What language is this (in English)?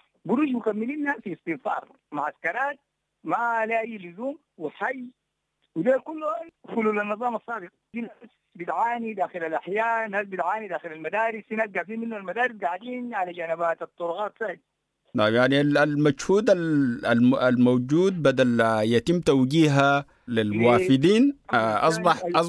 Sudanese Arabic